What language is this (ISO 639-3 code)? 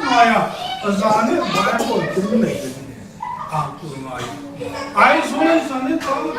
cfm